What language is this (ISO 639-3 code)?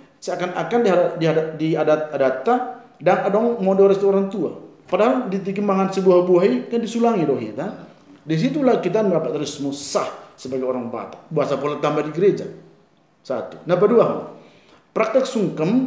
bbc